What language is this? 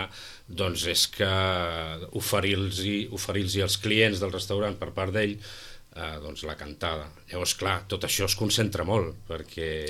Catalan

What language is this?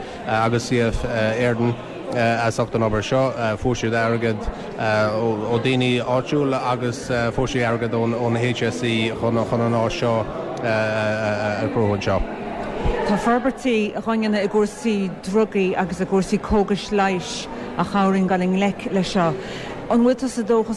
Irish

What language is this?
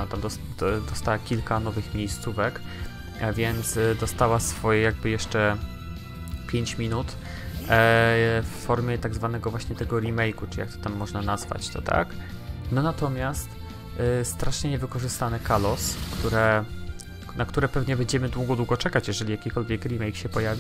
Polish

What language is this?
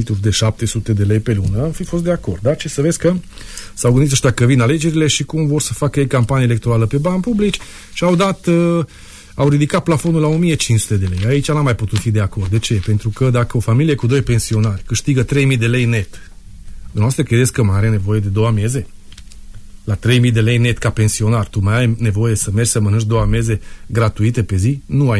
Romanian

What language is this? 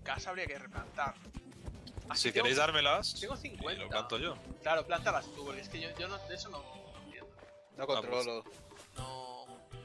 Spanish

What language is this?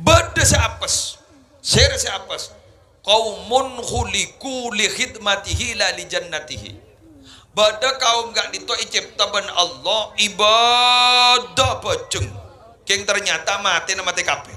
Madurese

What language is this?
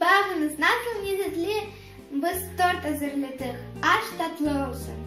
Crimean Tatar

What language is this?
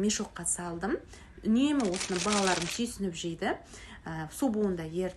Kazakh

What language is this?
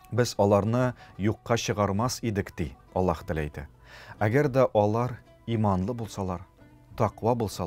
Tatar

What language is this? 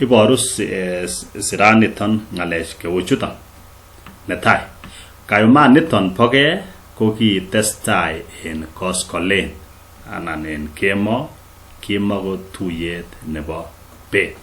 Kalenjin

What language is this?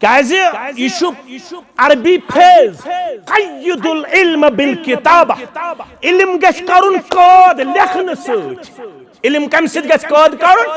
Kashmiri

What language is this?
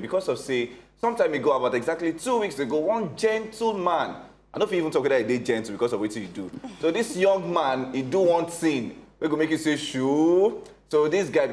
Nigerian Pidgin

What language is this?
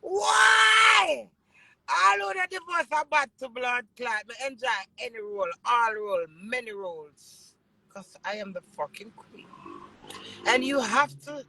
Jamaican Creole English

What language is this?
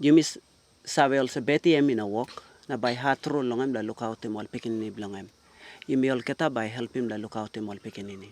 Tok Pisin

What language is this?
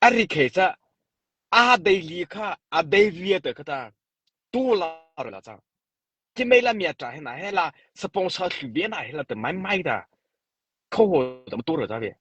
Mara Chin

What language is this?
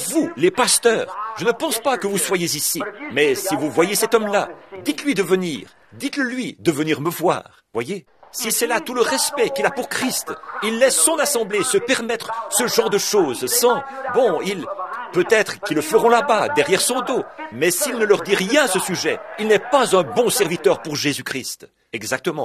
French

